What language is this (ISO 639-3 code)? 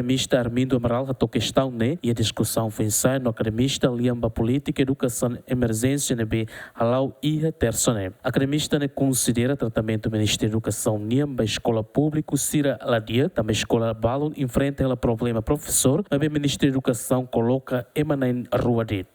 tet